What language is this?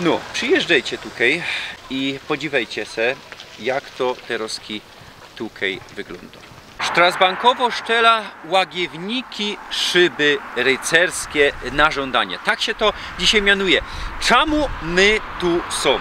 Silesian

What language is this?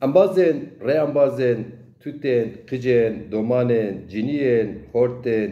Zaza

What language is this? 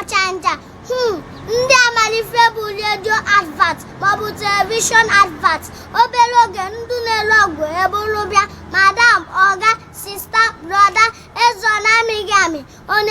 Igbo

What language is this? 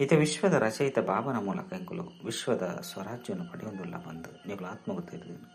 Tulu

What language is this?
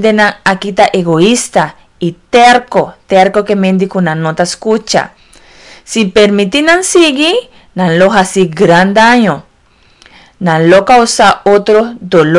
Papiamento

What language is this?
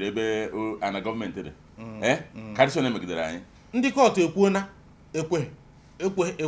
Igbo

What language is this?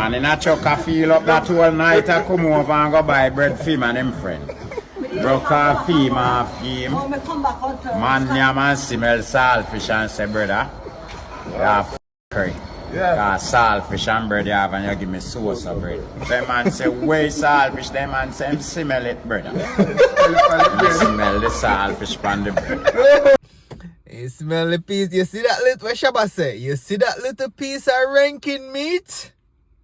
Jamaican Creole English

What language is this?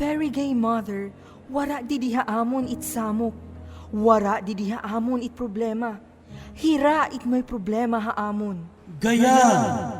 Waray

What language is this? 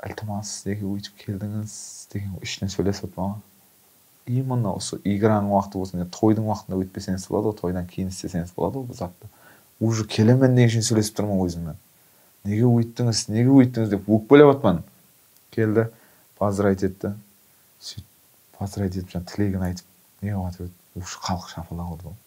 Kazakh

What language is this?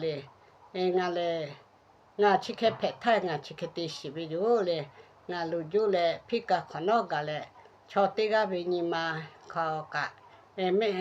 Lahu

